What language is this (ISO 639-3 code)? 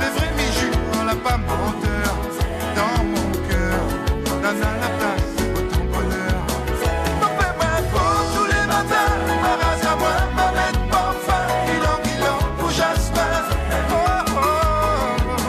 mfe